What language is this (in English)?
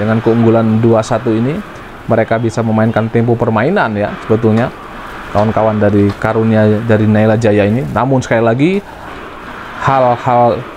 Indonesian